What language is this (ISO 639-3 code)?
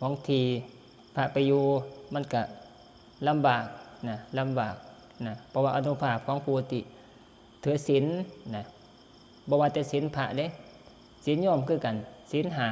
tts